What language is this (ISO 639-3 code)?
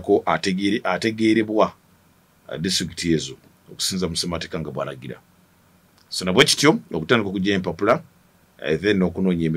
lug